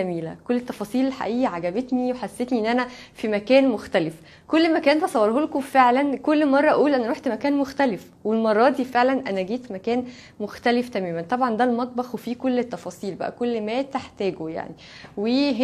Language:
Egyptian Arabic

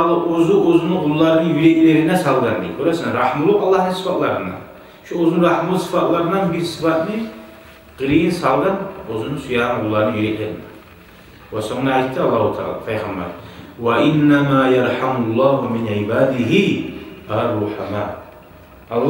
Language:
Kumyk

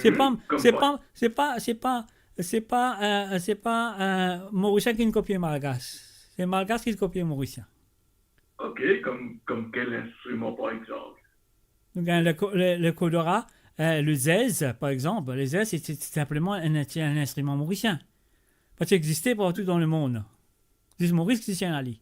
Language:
Morisyen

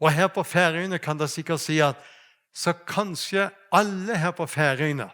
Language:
Faroese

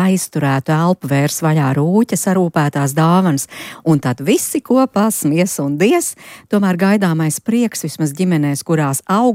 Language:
Latvian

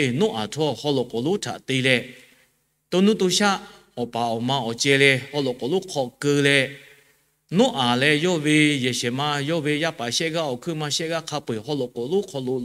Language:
Lahu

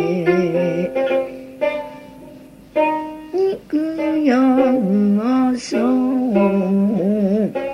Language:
Japanese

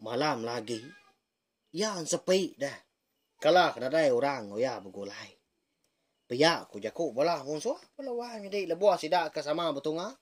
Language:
Iban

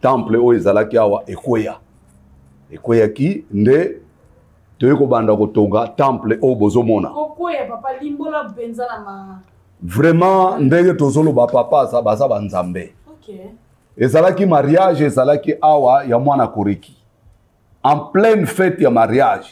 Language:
Lingala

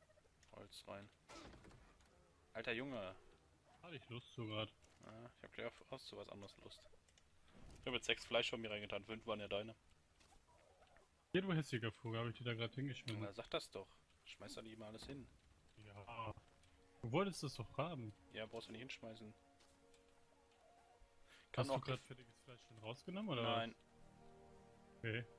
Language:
German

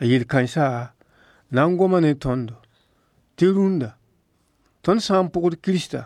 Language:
Mossi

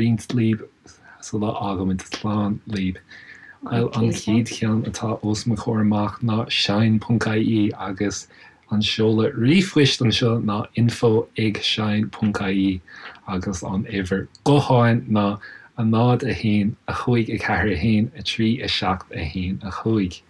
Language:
Irish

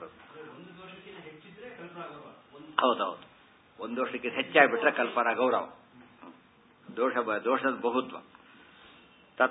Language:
Kannada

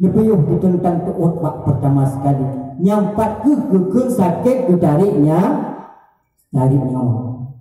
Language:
Achinese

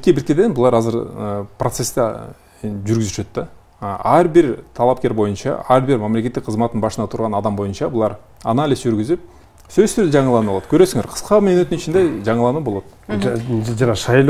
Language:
Kyrgyz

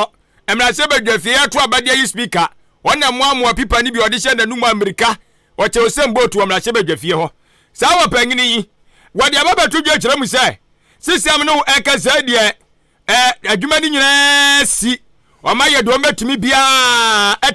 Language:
Akan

